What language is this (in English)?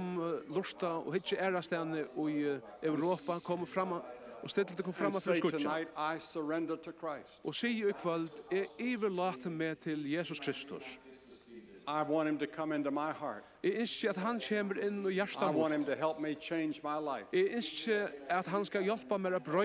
Faroese